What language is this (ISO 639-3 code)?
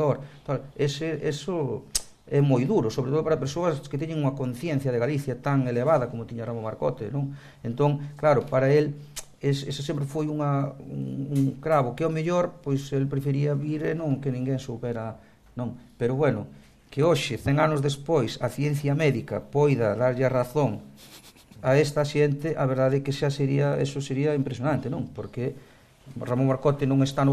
glg